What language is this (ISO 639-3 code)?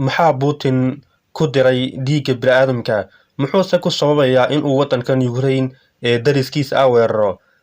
som